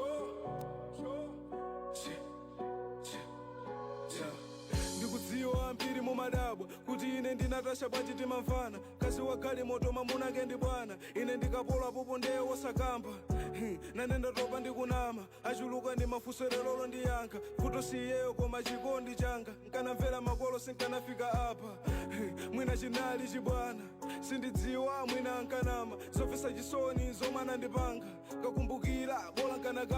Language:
Nyanja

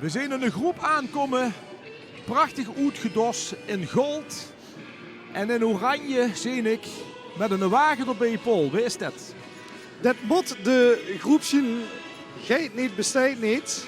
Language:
Limburgish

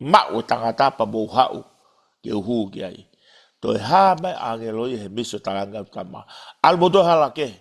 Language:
Tongan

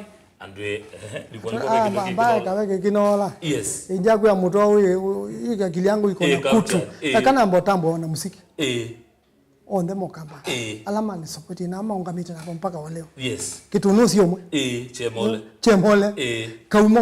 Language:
Kamba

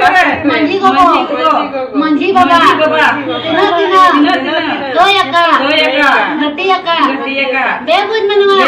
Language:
Santali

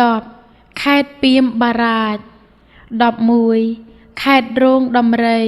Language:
Khmer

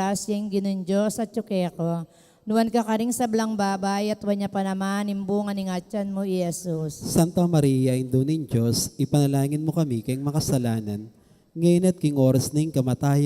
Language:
Pampanga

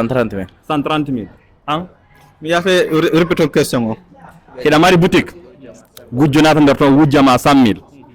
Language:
Fula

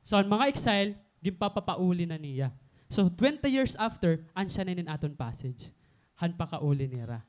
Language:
Waray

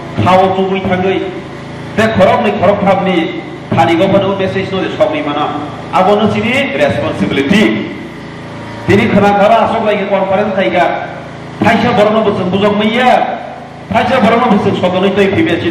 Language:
Kok Borok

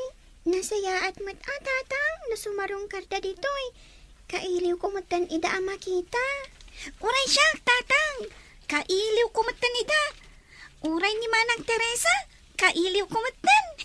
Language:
Iloko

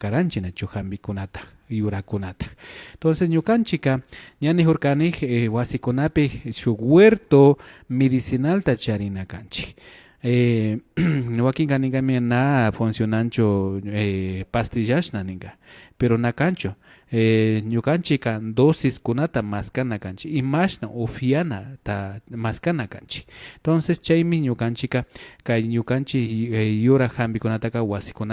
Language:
Imbabura Highland Quichua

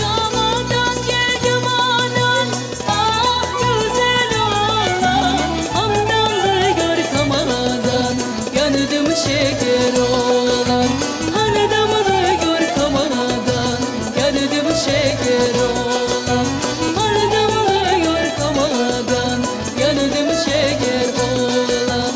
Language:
Crimean Tatar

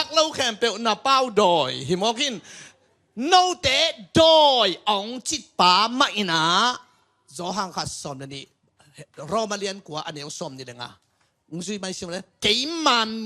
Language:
Tedim Chin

